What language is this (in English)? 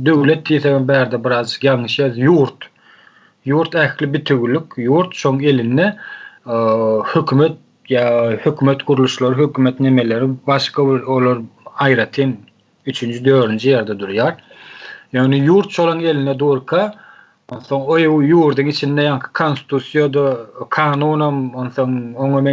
Turkmen